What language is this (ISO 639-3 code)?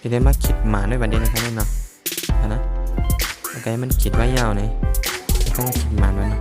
shn